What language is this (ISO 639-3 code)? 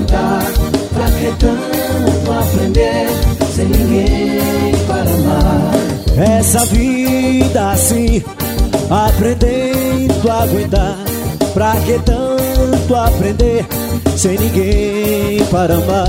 por